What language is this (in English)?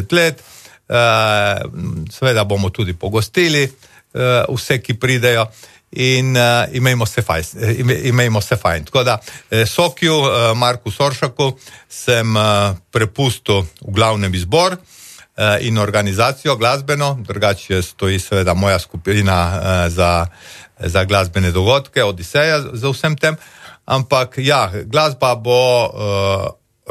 Slovenian